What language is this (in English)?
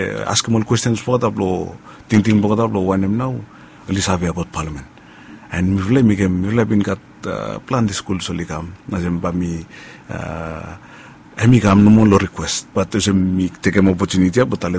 Bislama